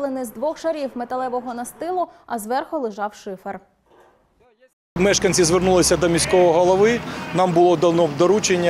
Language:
Ukrainian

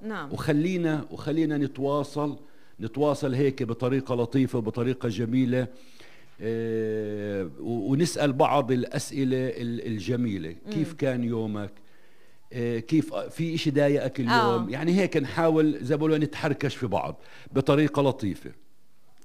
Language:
North Levantine Arabic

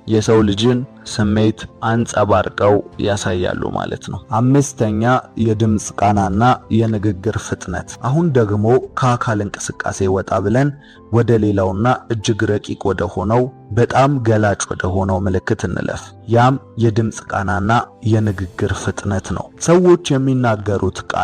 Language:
Amharic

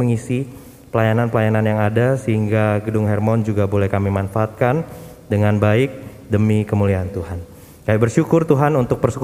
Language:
Indonesian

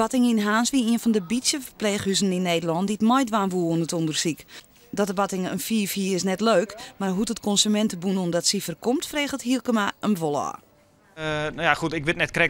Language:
Western Frisian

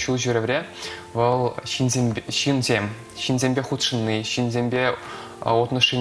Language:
Chuvash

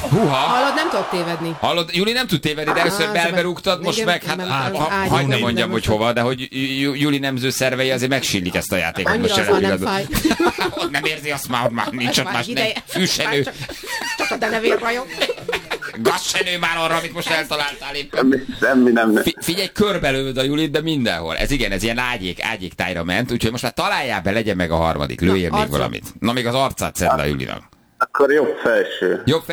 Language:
Hungarian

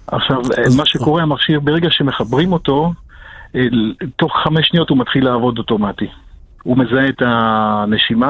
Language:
Hebrew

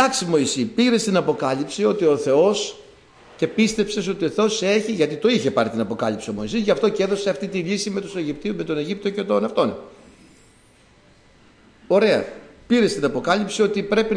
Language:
Greek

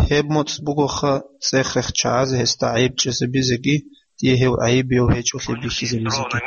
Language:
Avaric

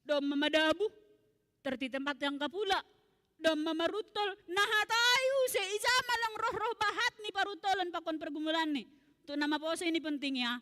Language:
Batak Simalungun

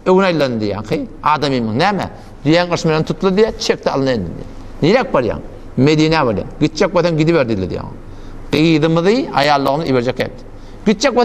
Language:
Turkmen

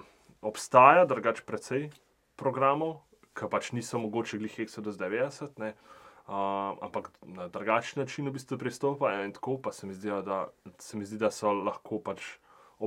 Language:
Slovenian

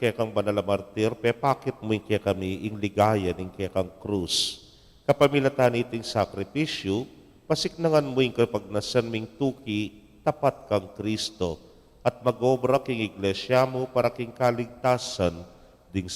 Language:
Pampanga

